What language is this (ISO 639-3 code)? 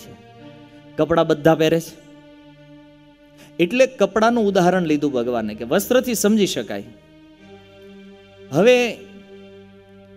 guj